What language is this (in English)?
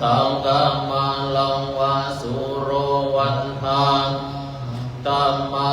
Pali